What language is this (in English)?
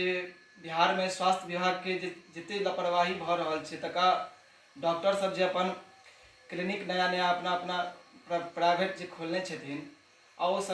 Maithili